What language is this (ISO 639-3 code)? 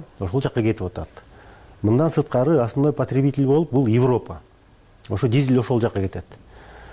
kir